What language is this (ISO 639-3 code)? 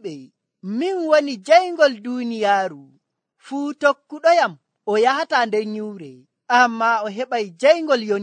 fuv